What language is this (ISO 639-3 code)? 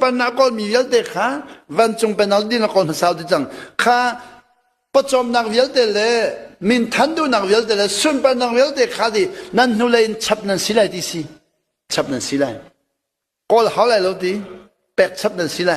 cnh